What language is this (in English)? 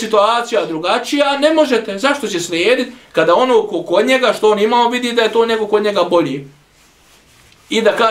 Bosnian